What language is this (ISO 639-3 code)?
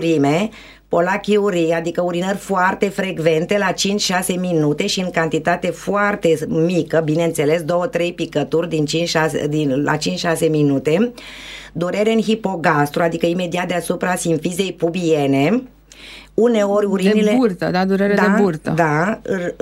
ron